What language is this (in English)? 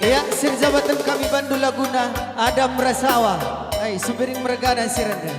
Batak Karo